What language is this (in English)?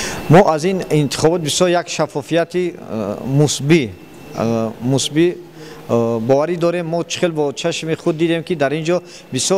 Tajik